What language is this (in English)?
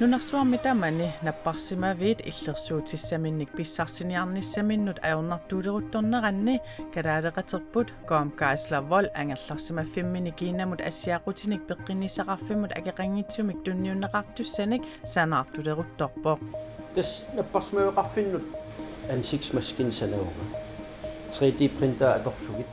Kalaallisut